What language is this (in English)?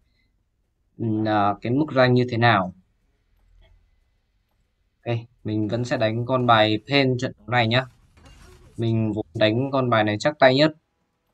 Vietnamese